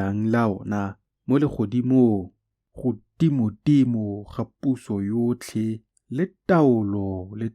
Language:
Tswana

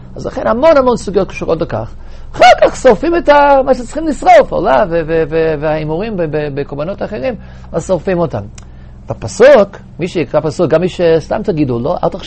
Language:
Hebrew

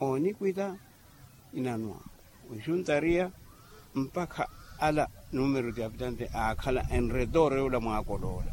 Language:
Makhuwa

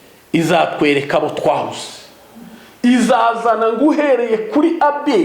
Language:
Kinyarwanda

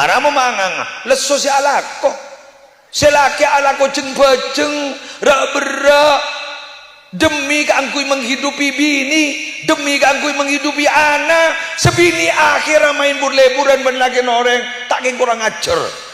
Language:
Madurese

